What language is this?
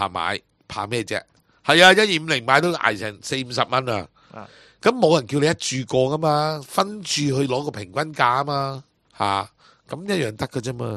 Cantonese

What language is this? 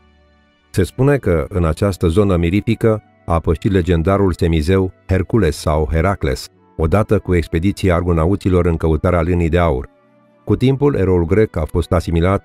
Romanian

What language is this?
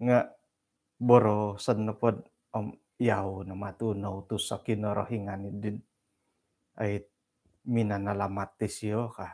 Central Dusun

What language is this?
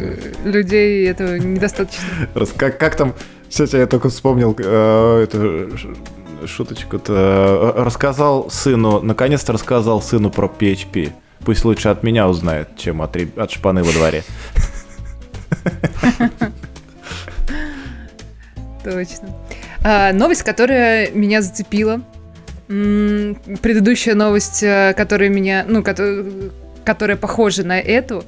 Russian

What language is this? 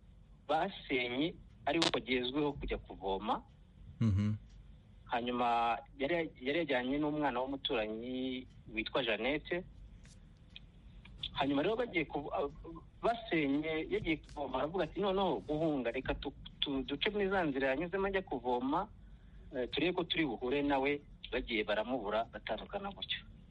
Kinyarwanda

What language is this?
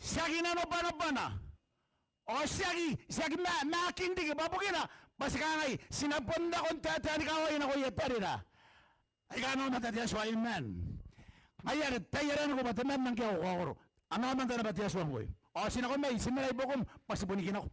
Gilbertese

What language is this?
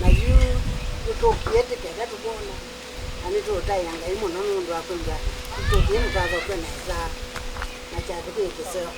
Kamba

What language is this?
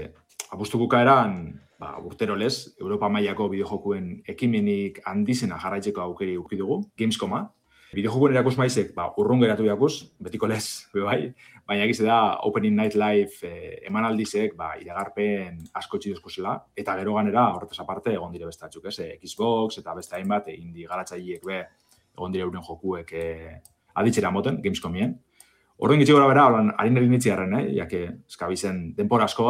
Basque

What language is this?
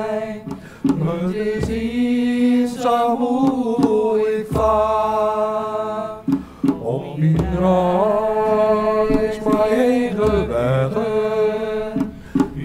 Western Frisian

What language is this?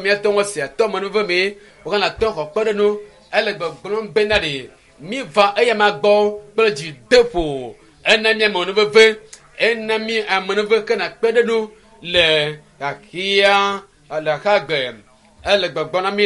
Ewe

